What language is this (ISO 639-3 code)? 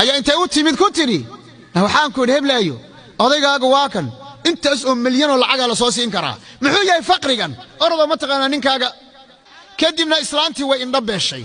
som